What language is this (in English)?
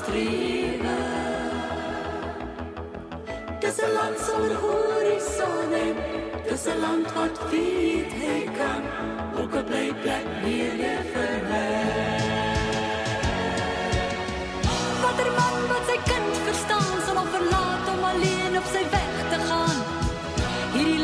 Afrikaans